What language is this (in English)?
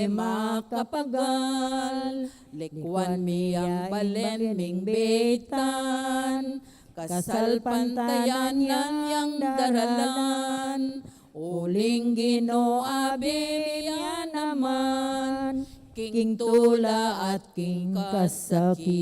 Pampanga